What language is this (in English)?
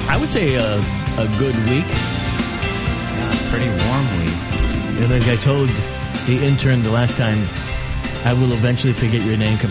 English